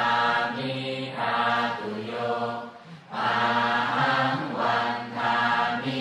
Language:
Pali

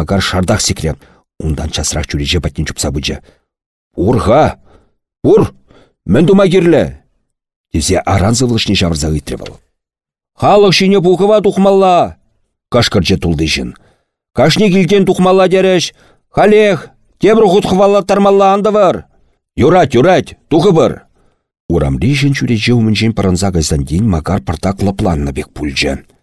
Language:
Chuvash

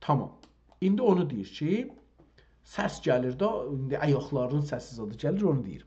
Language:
South Azerbaijani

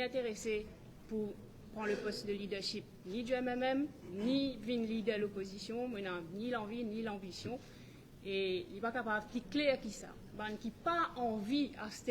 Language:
Morisyen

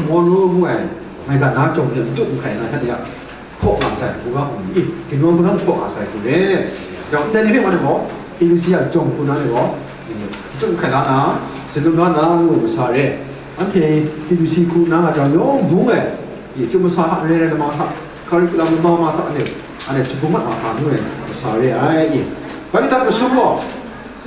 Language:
Kachin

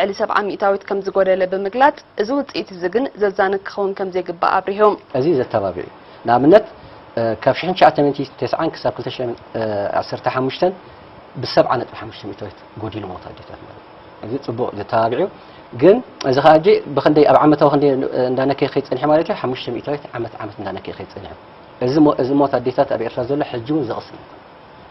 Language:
Tigrinya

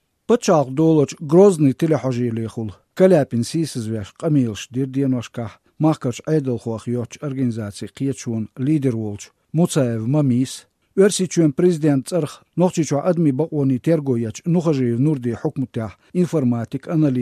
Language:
Chechen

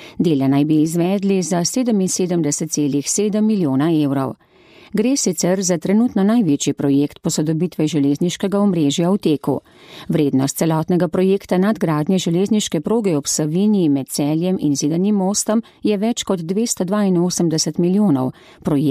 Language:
Slovenian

